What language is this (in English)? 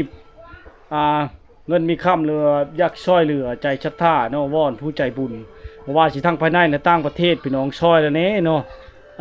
Lao